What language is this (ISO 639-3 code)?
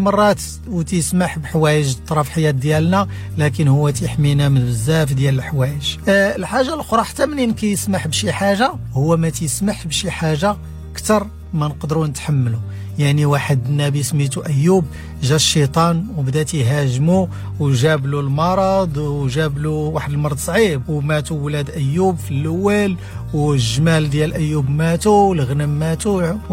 ary